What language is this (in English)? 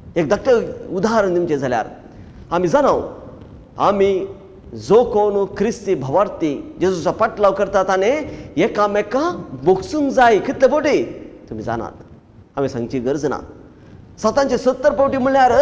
Konkani